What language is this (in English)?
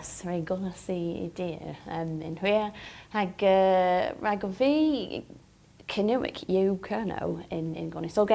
Cornish